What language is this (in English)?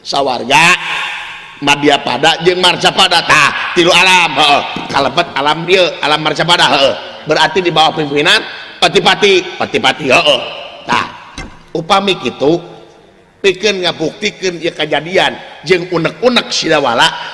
Sundanese